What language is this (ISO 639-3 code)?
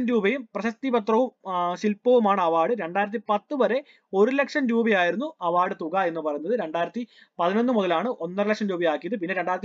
mal